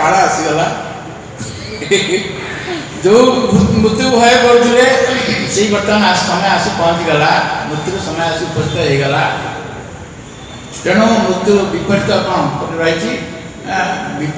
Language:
Odia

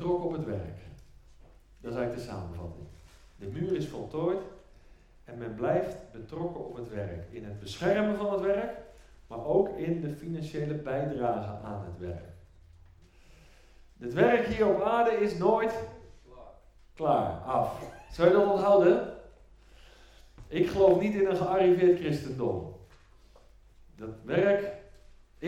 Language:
Dutch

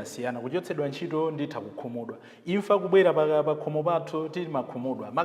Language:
Nyanja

